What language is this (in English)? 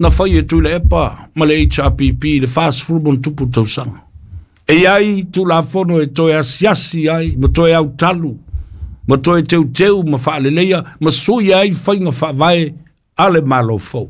Samoan